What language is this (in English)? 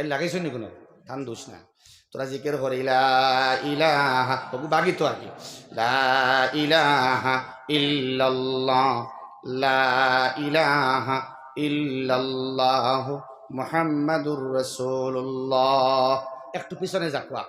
Sylheti